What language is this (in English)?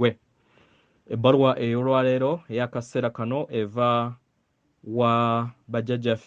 Ganda